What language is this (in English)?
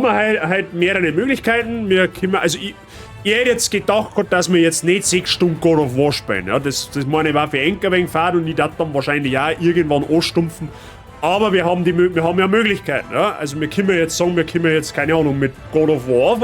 Bavarian